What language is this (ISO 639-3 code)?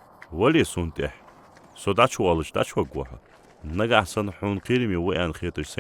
inh